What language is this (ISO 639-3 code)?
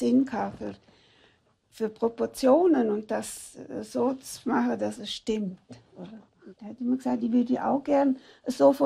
roh